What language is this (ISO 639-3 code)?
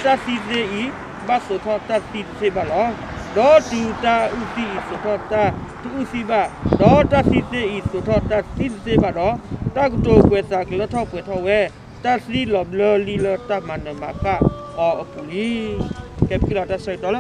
ksw